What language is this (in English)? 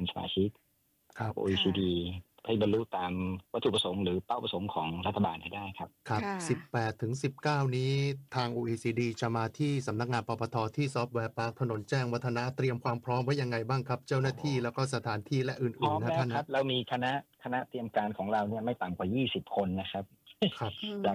Thai